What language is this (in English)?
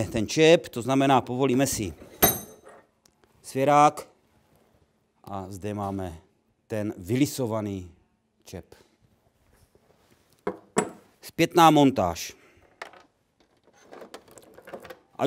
Czech